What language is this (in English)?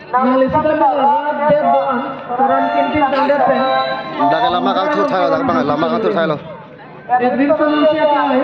Karbi